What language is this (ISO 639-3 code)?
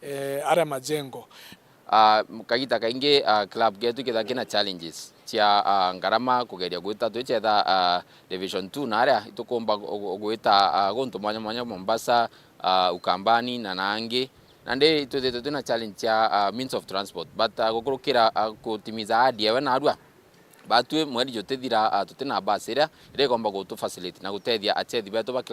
mer